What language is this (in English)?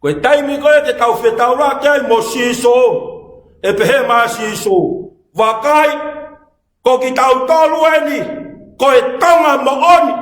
Tongan